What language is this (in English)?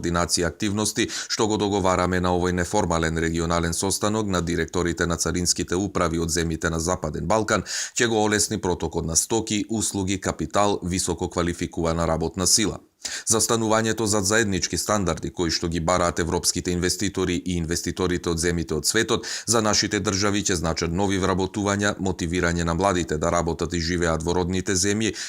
Macedonian